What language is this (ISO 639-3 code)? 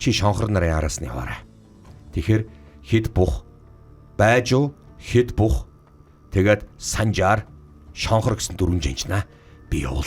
mon